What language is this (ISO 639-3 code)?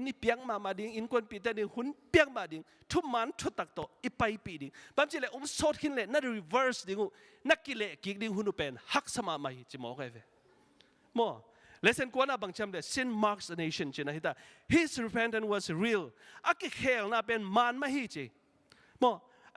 ctd